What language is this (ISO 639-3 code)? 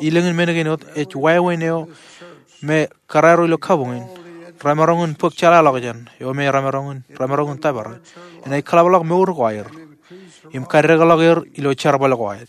mah